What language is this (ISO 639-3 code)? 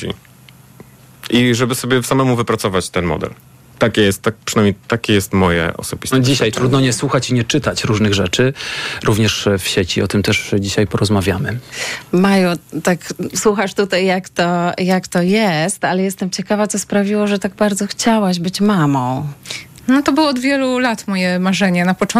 pol